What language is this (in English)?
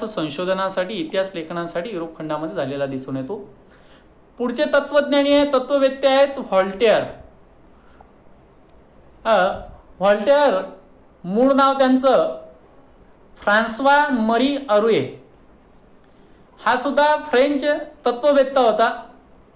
Marathi